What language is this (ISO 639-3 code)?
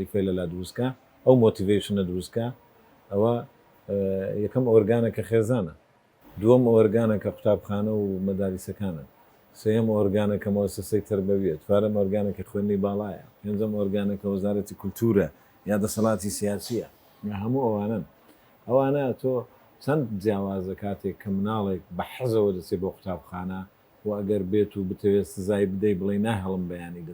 ckb